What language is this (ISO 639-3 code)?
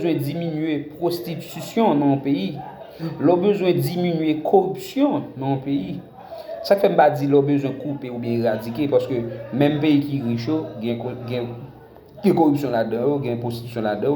hat